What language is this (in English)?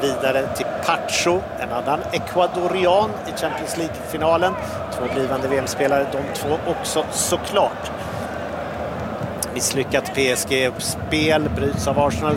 Swedish